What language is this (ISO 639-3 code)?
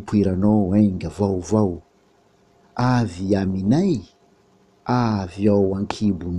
mlg